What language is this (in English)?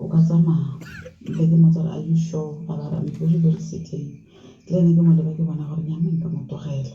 Tswana